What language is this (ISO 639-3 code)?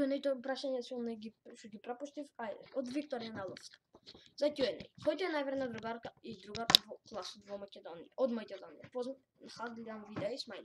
mkd